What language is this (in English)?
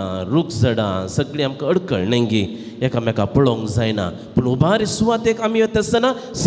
Konkani